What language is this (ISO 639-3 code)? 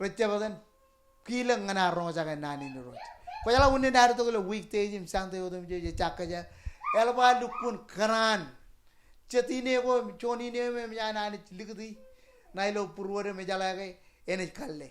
mah